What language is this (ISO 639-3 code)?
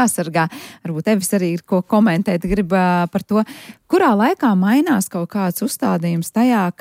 lav